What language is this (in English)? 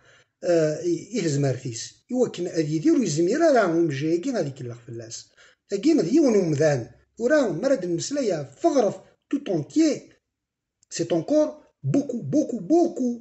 Kabyle